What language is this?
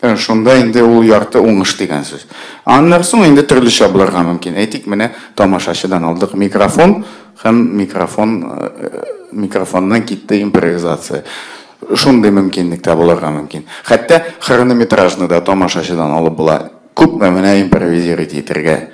Tatar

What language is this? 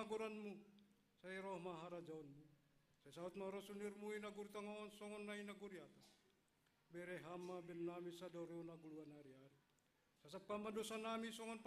Batak Simalungun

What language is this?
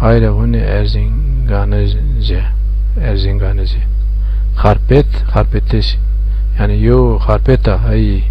Zaza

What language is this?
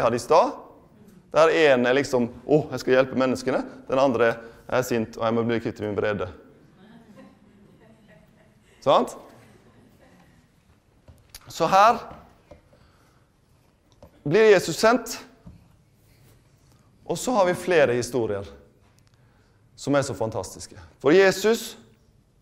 Norwegian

